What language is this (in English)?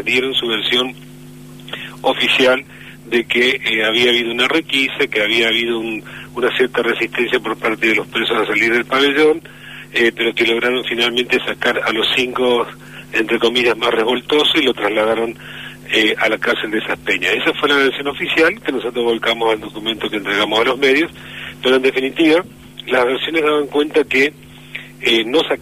Spanish